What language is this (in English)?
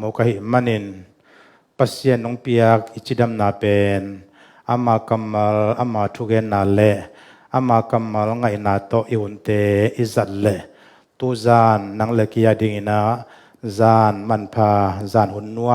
Tedim Chin